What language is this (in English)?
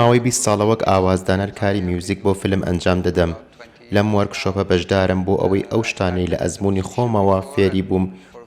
Central Kurdish